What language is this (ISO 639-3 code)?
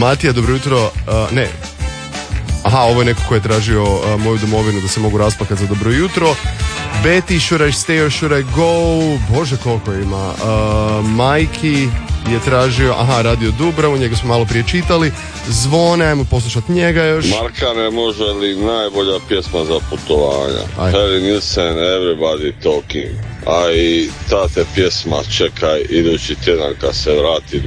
hrv